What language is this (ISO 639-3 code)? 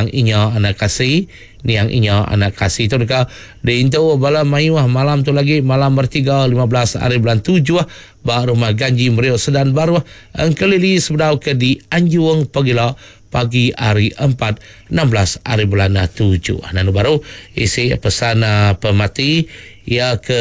iba